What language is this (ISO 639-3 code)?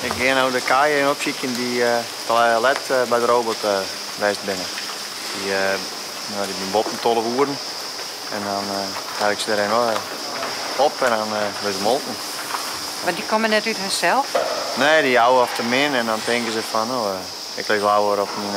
fry